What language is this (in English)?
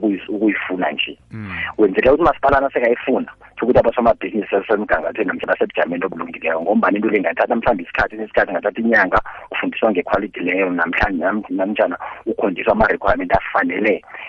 South Ndebele